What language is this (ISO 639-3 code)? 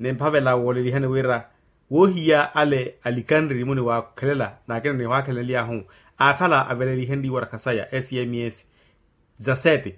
vmw